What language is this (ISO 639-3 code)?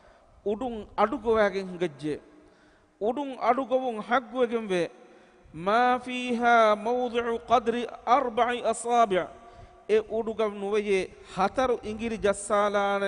div